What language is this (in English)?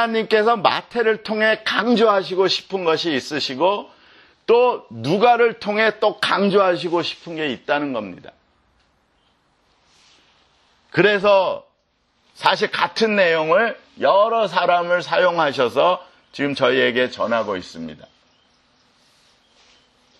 Korean